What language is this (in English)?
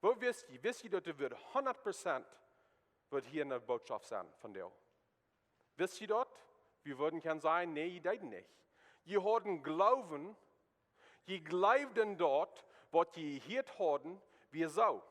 Plautdietsch